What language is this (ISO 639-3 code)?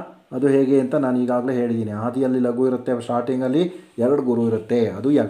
kan